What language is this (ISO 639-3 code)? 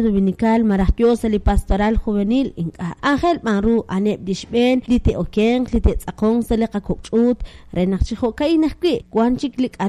kek